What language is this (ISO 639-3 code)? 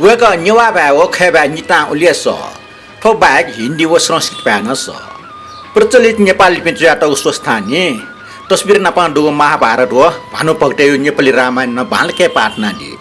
new